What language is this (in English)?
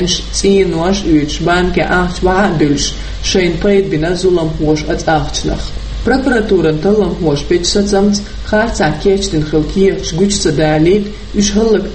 Chechen